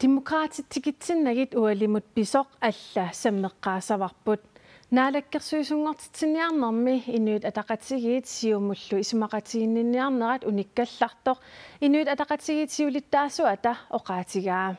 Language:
Kalaallisut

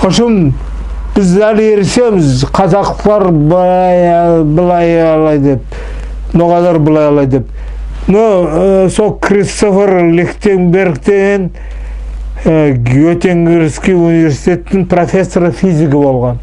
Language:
Nogai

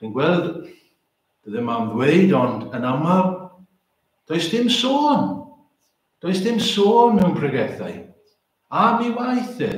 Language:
Welsh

